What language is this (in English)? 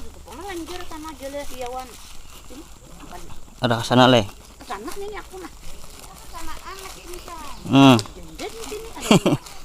Banjar